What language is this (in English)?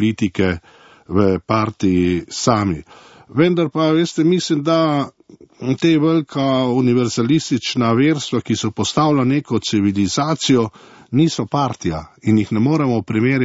Slovenian